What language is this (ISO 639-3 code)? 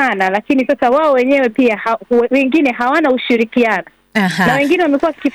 swa